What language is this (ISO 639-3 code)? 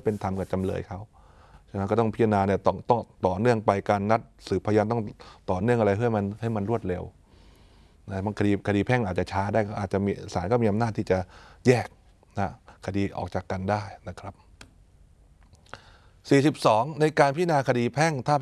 tha